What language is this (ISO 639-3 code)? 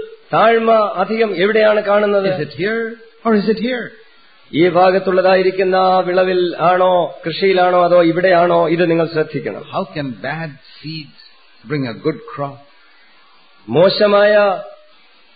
mal